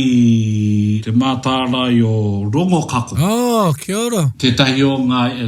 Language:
Māori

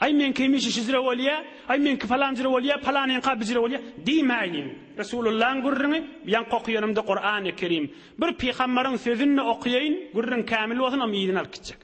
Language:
Turkmen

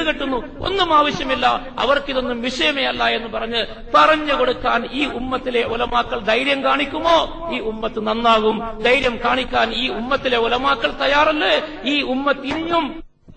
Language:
Malayalam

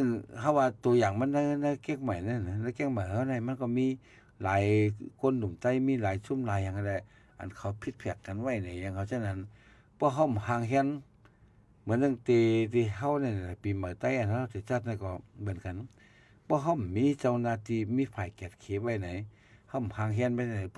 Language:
Shan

